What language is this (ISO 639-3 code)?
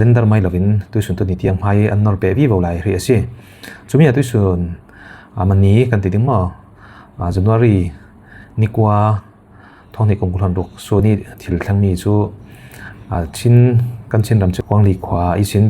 cfm